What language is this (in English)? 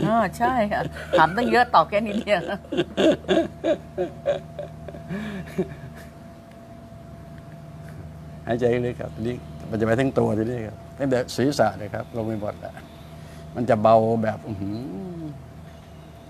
Thai